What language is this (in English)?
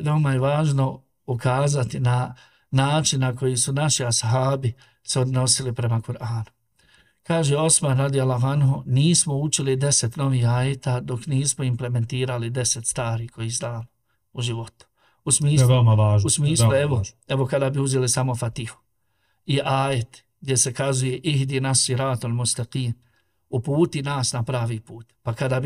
Bosnian